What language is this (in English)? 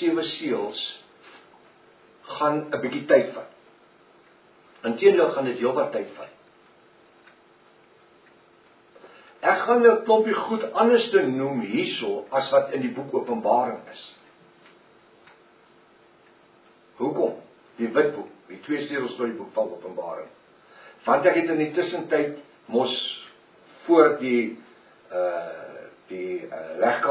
Afrikaans